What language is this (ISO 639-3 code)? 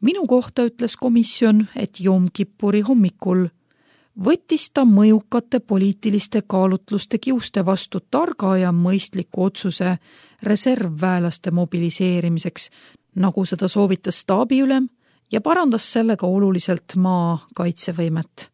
est